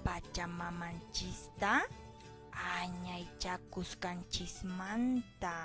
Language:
Quechua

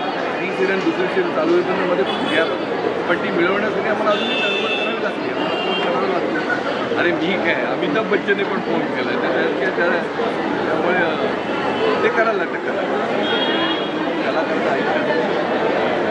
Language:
Marathi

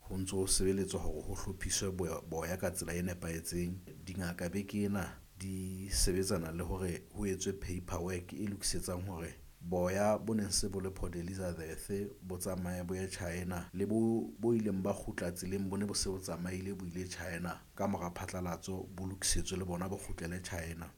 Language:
Southern Sotho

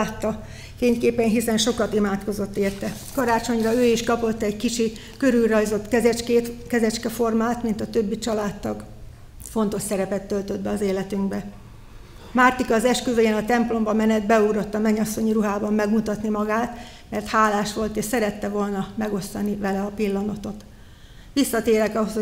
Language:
Hungarian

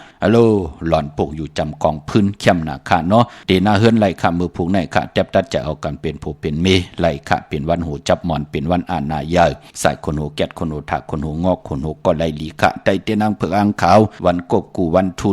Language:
Shan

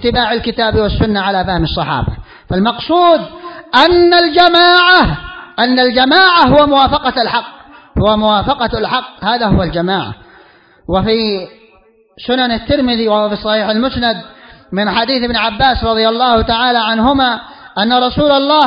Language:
Arabic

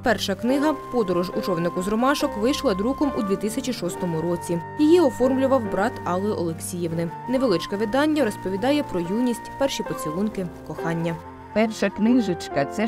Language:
Ukrainian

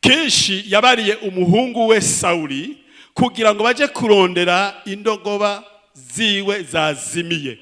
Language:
Rundi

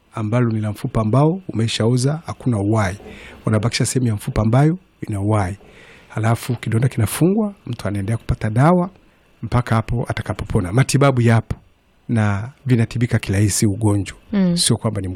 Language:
Swahili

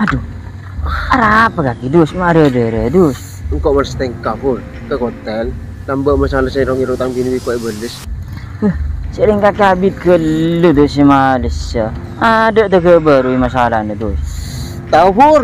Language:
Madurese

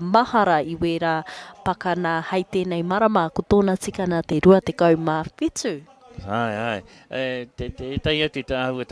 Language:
Māori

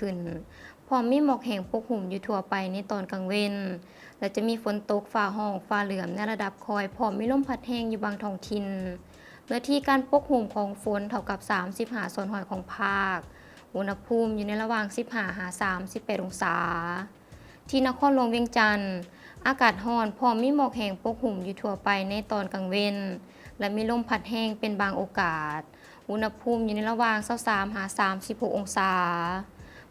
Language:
Lao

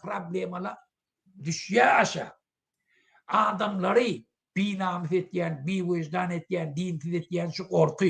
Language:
Turkmen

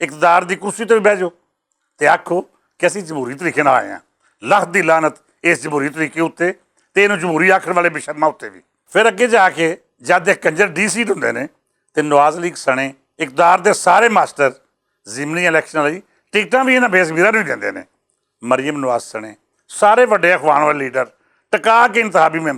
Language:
Western Panjabi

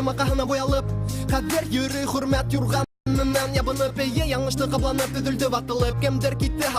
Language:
Bashkir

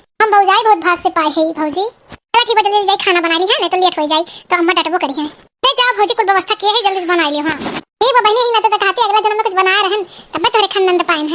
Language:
Awadhi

